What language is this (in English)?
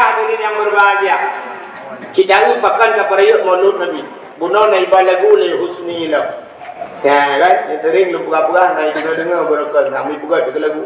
Achinese